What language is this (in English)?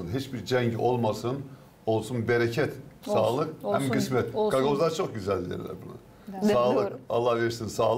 Gagauz